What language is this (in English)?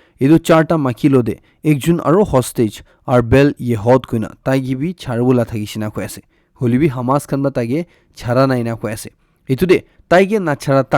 Naga Pidgin